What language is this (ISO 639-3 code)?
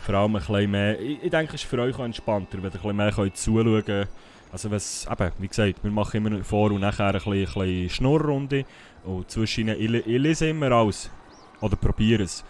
gsw